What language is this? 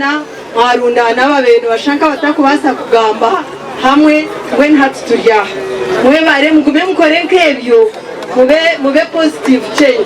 Nyankole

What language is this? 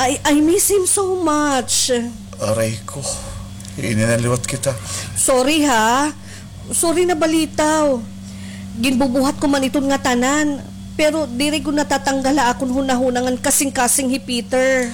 Waray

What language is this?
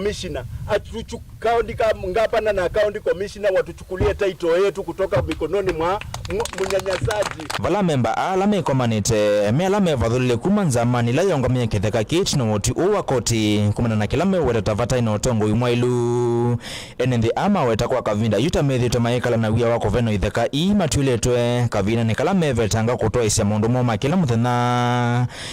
Kamba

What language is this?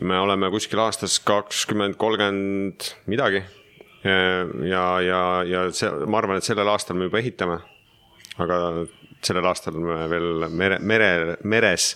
Estonian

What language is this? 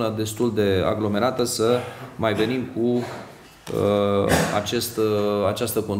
Romanian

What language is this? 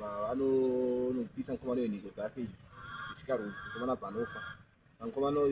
Shona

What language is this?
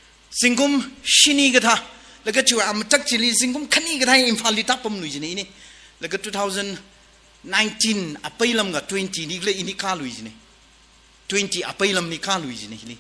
Tangkhul Naga (India)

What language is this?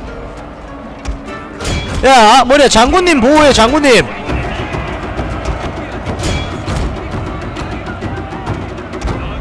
Korean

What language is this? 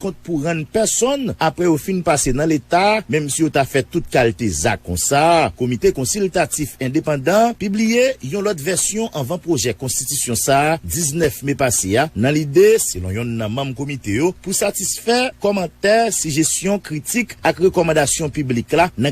Haitian Creole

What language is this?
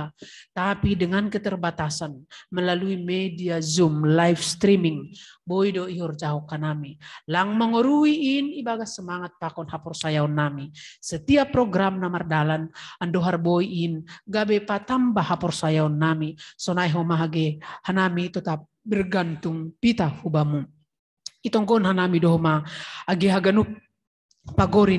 Batak Simalungun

